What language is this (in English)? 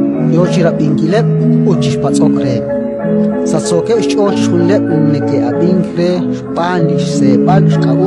Kekchí